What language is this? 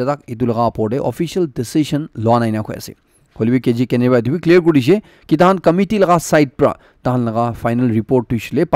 Naga Pidgin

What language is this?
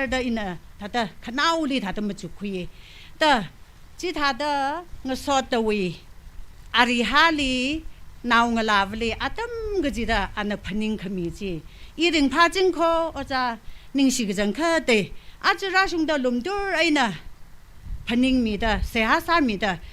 Tangkhul Naga (India)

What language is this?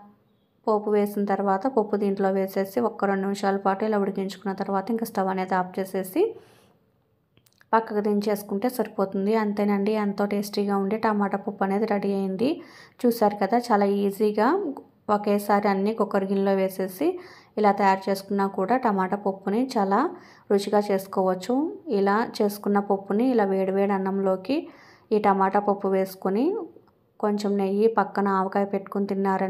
Telugu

